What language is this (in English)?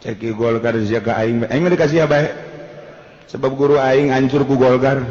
Sundanese